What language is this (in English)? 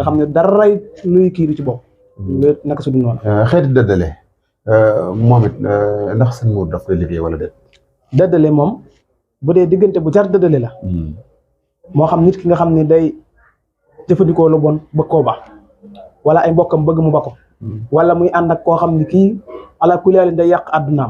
Wolof